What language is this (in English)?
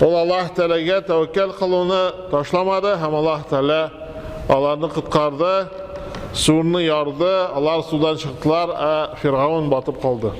Tatar